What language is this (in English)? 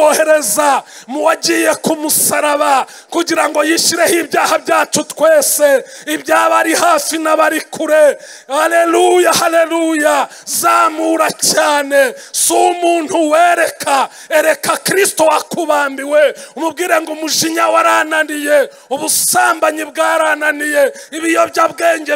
Kinyarwanda